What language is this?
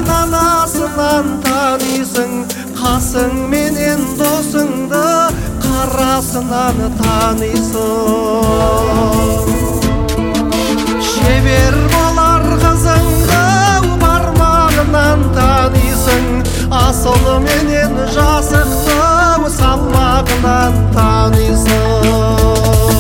Kazakh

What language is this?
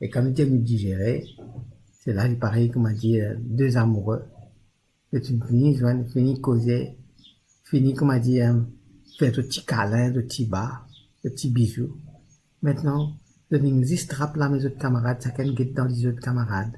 Morisyen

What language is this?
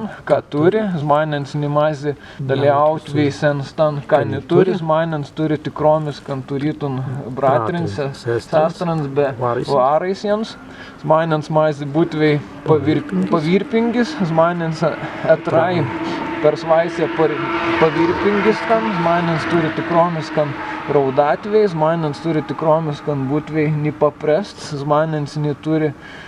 Prussian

